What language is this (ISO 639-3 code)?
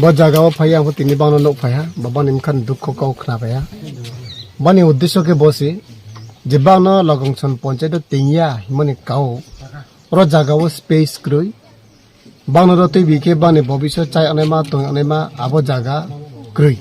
ria